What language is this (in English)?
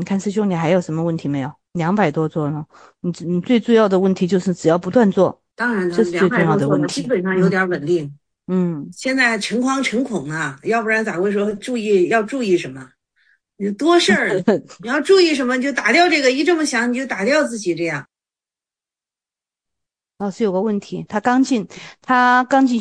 Chinese